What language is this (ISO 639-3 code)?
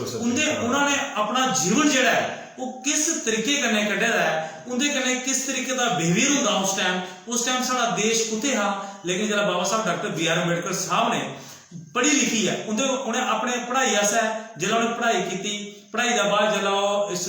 doi